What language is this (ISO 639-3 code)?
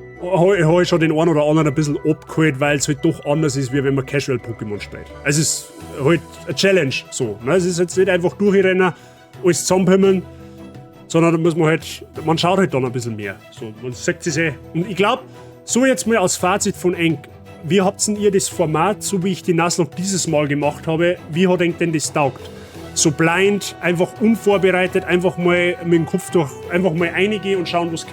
bar